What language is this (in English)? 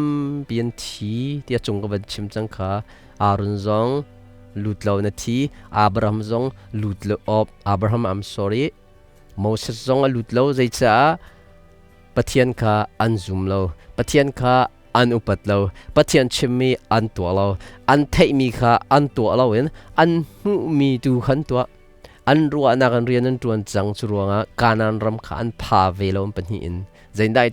Hakha Chin